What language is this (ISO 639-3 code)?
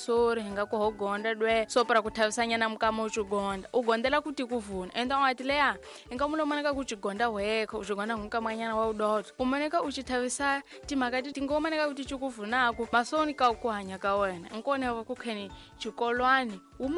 tso